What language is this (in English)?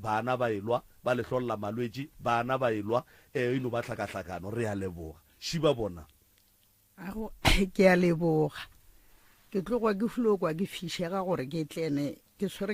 Northern Sotho